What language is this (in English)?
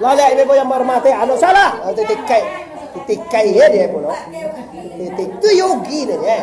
Minangkabau